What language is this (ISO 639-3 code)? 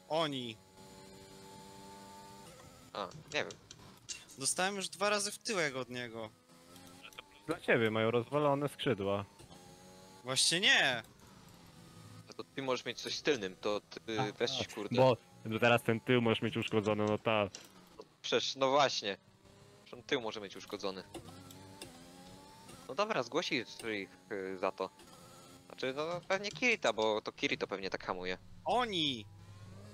pol